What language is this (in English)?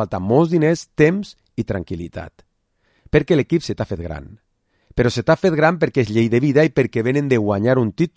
Catalan